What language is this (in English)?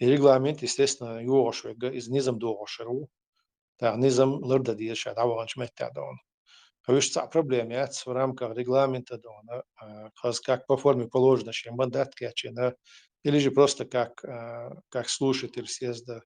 Chechen